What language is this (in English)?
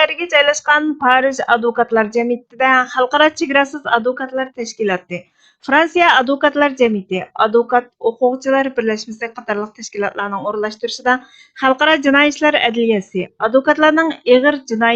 Uyghur